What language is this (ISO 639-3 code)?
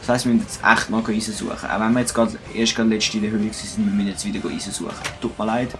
gsw